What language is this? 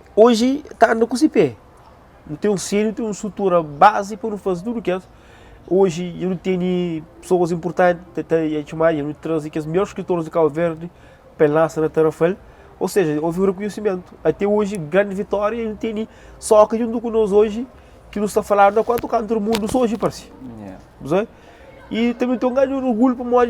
Kabuverdianu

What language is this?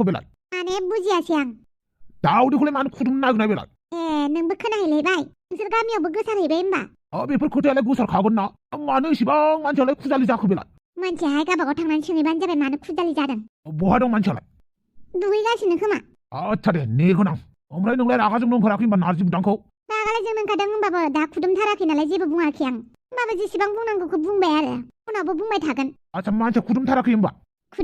Bodo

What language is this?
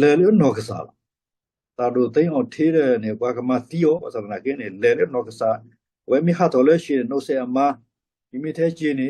S'gaw Karen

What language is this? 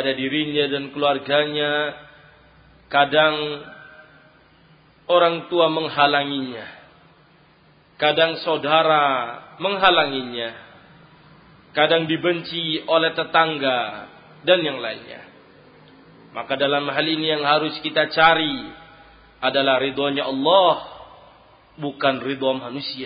Indonesian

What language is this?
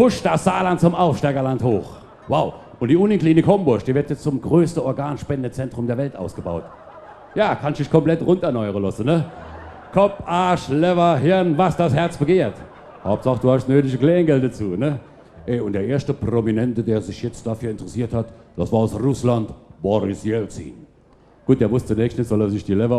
Palatine German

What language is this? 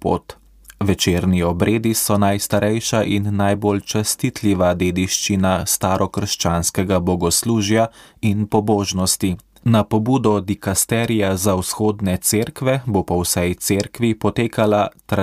Slovenian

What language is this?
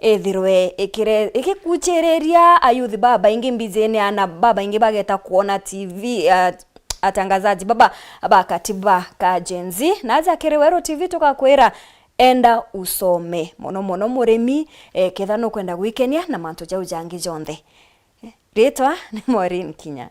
Meru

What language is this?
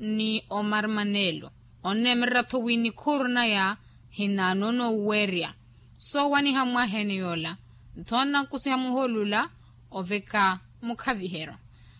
Makhuwa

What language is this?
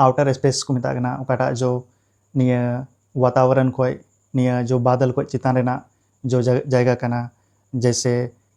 Santali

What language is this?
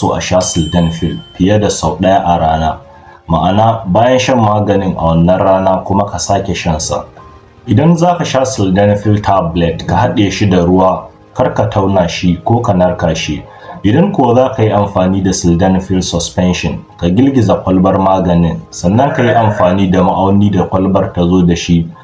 Hausa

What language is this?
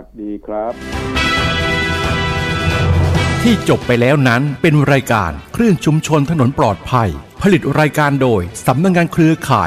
Thai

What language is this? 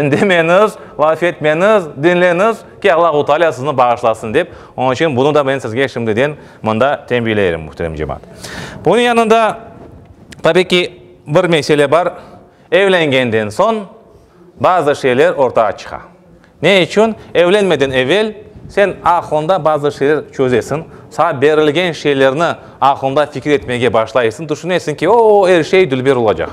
Crimean Tatar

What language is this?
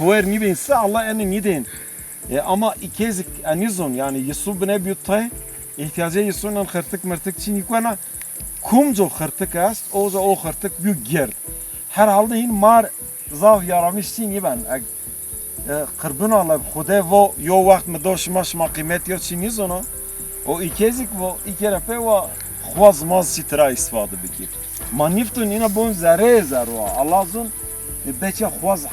Zaza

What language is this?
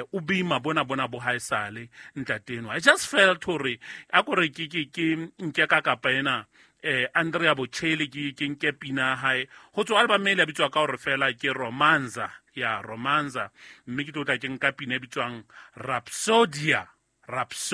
Southern Sotho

